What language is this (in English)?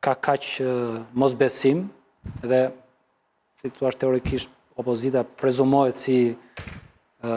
Albanian